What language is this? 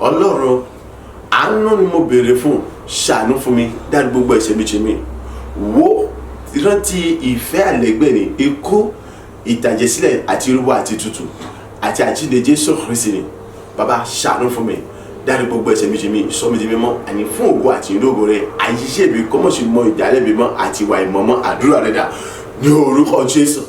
Yoruba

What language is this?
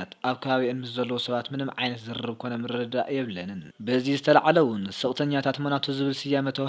Tigrinya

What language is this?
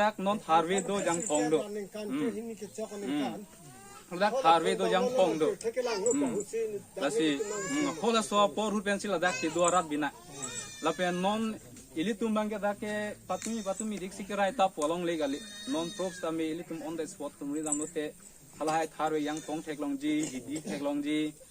Karbi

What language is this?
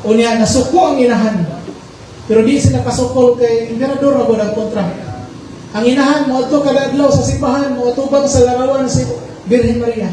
Cebuano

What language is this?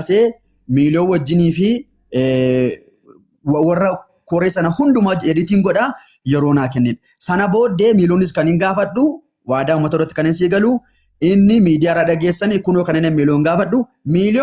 Oromo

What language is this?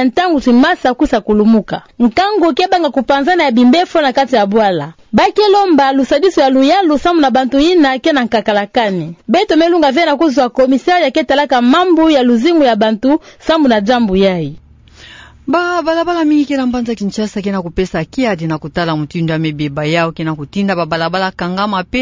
Kituba (Democratic Republic of Congo)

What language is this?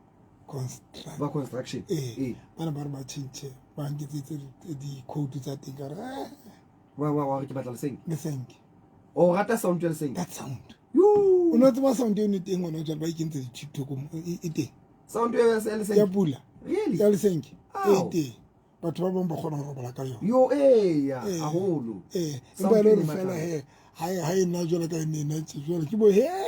Southern Sotho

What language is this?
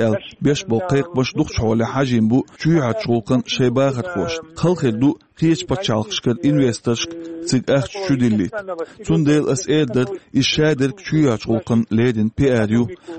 Chechen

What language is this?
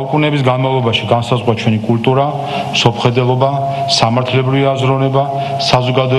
Georgian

